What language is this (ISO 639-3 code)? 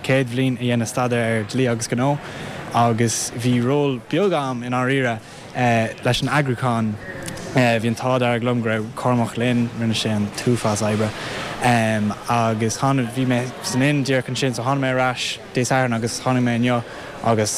gle